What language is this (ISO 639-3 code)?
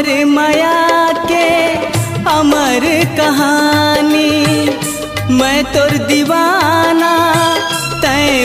hne